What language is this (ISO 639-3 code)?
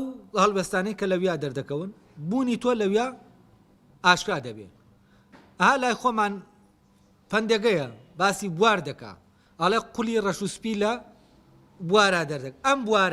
ckb